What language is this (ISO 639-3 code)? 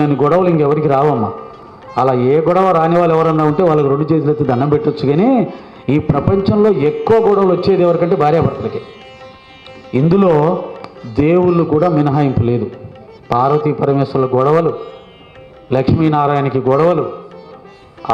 tel